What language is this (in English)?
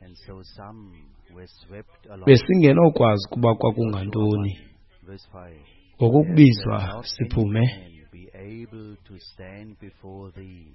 Xhosa